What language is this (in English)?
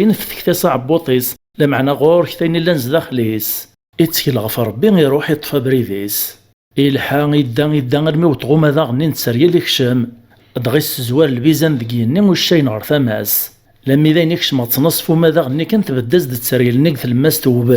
Kabyle